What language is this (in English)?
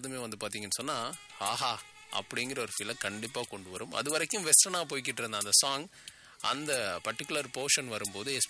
Tamil